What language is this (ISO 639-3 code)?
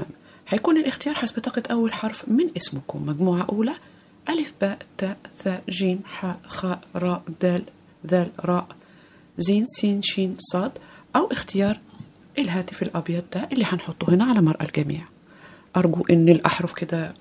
arz